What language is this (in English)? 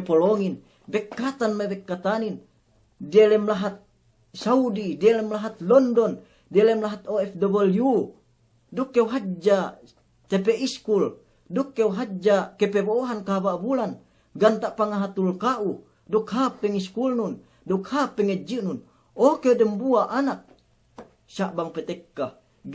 Yakan